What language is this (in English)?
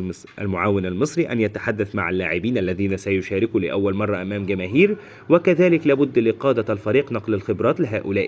Egyptian Arabic